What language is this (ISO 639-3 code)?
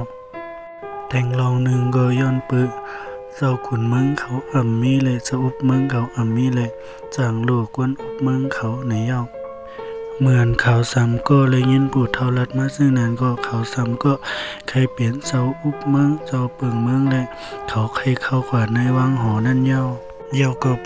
shn